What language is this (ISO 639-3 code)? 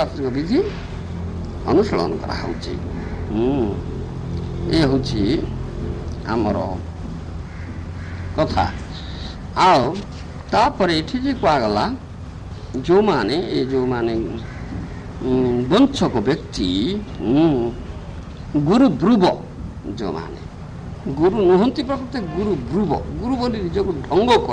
ori